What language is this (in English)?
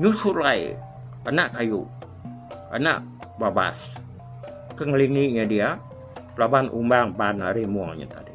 Iban